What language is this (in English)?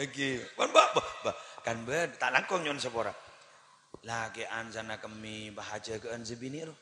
Madurese